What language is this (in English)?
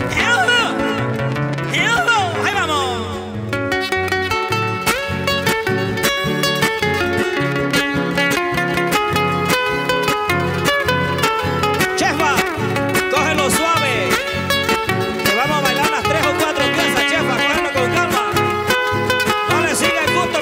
Spanish